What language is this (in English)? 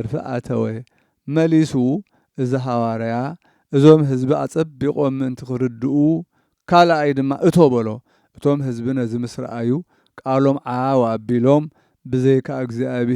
Tigrinya